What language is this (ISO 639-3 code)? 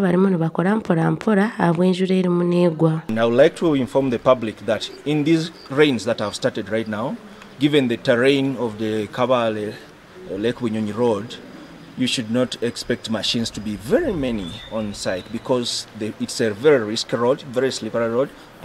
nyn